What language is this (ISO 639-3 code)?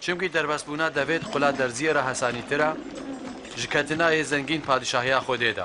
kur